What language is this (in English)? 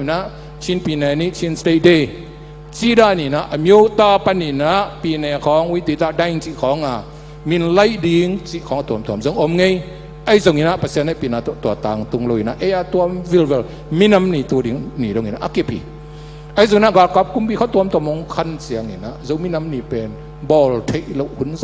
Tedim Chin